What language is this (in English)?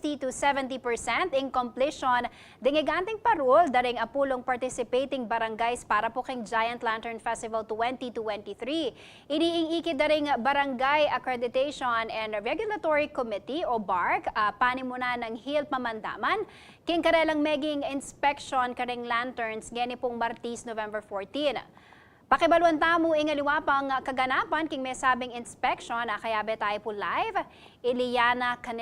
Pampanga